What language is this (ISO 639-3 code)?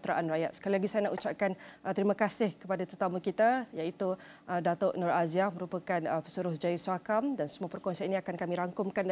msa